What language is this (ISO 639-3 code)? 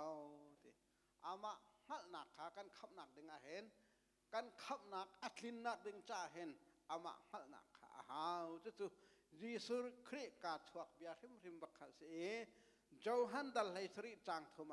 cnh